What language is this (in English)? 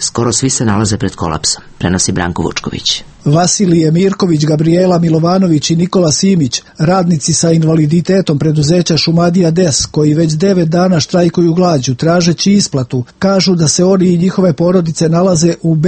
Serbian